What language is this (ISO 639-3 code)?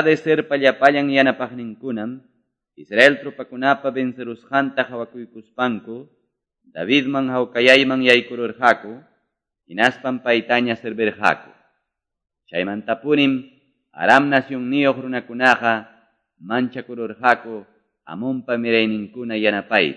que